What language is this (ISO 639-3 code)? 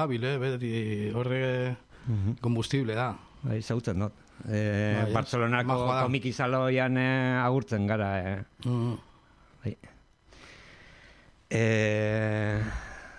eus